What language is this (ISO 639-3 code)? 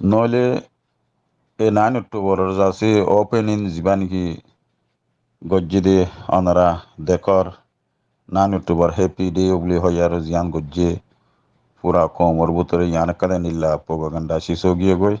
rhg